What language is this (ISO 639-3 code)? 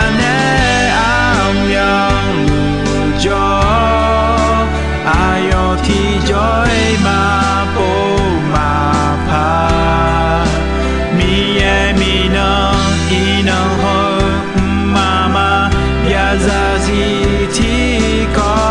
ahk